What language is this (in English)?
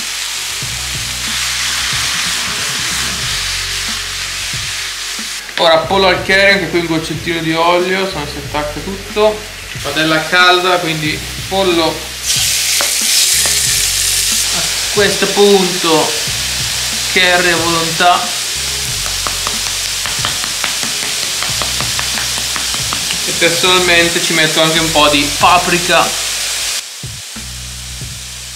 Italian